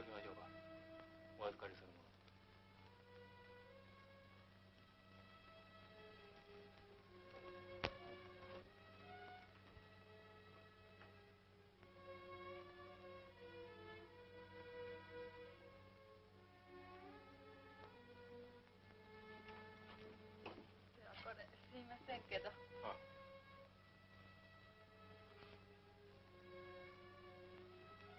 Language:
Japanese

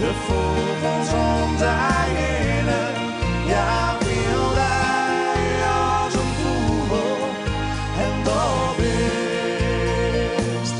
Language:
Western Frisian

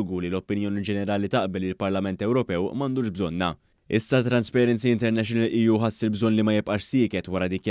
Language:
Maltese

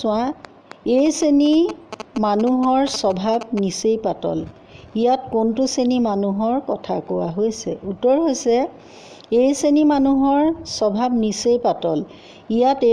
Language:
Assamese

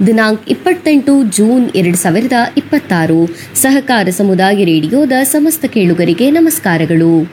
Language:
Kannada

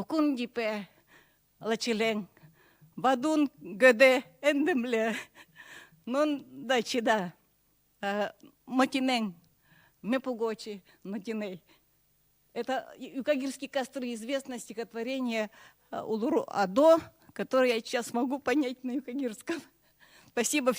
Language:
Yakut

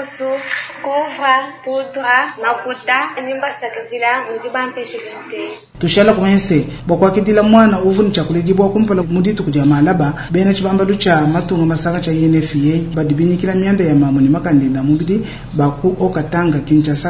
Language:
Luba-Lulua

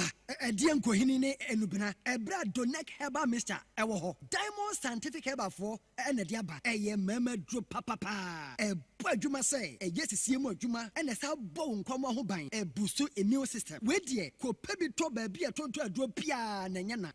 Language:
Akan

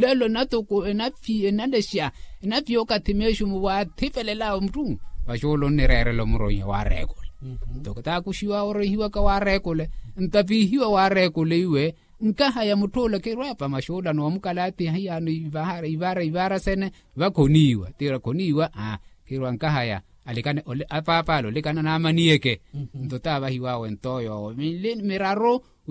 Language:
Makhuwa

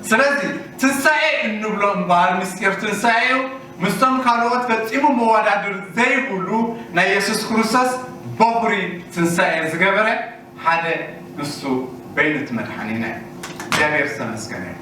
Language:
Tigrinya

